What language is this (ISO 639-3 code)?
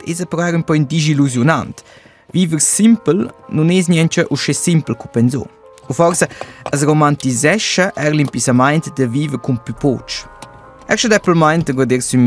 roh